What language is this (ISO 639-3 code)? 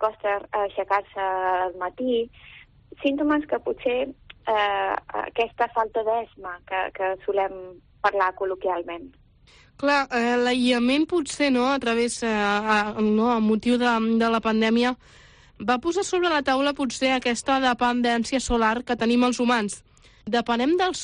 cat